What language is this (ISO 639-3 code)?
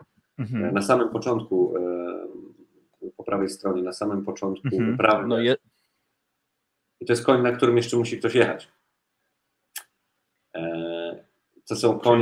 pol